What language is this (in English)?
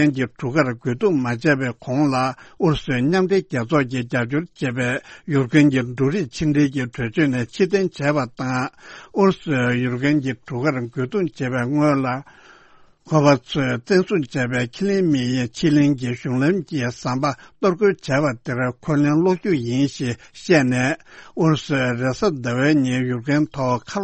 Tibetan